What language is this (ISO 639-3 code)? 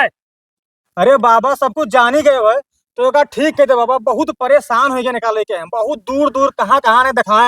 awa